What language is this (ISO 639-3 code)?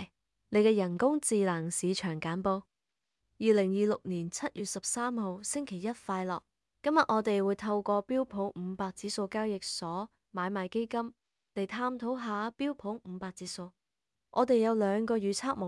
yue